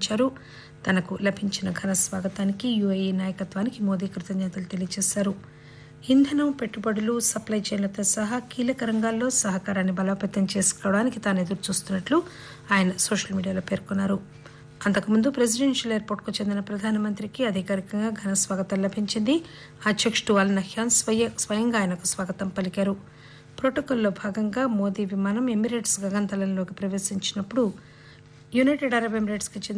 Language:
Telugu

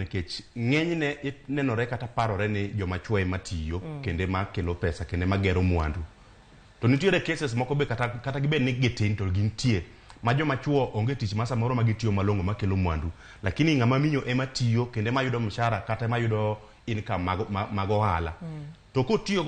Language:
Luo (Kenya and Tanzania)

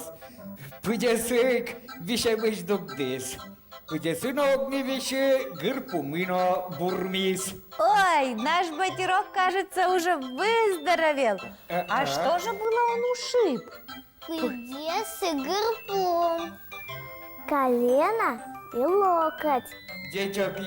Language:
Udmurt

